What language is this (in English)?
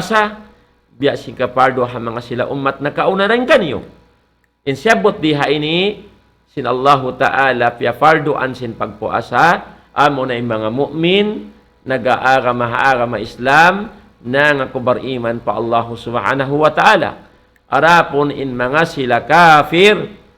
Tausug